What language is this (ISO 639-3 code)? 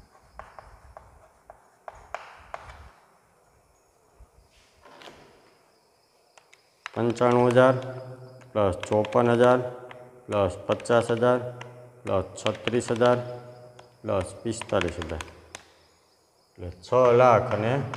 guj